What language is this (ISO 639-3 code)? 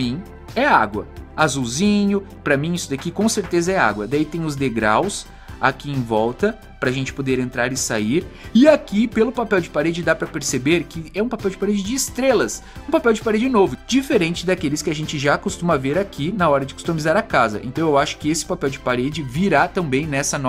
por